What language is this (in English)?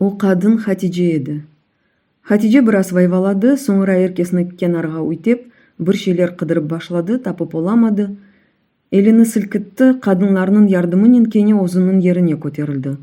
Crimean Tatar